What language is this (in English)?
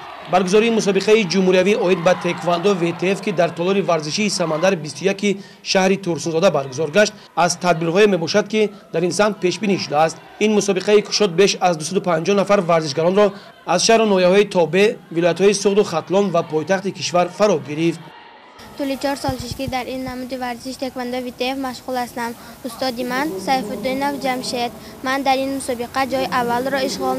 Tajik